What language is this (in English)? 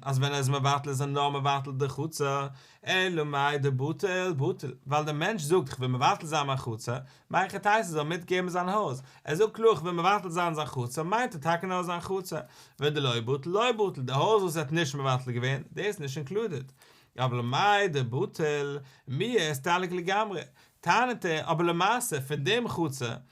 Yiddish